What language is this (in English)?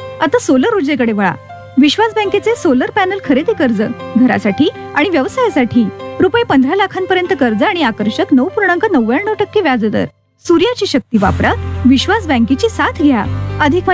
Marathi